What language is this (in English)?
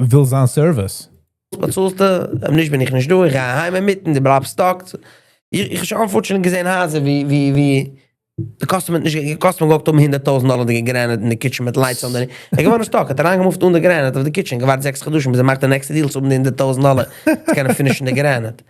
Yiddish